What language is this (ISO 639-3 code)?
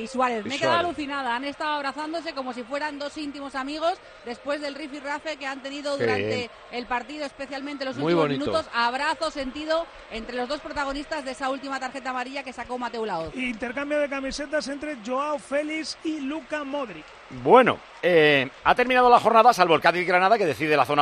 spa